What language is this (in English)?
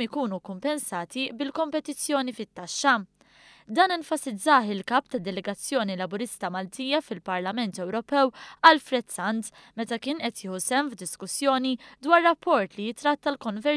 Maltese